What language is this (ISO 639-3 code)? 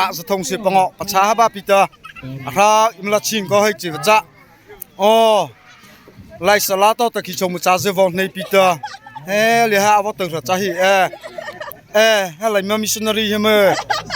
mrh